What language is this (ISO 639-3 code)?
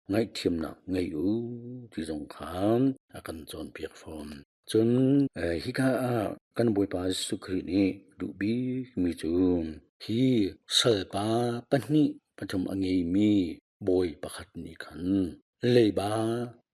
cnh